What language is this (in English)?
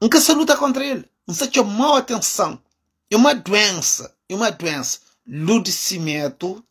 Kabuverdianu